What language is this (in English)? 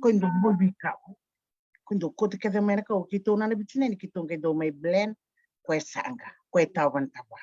Fijian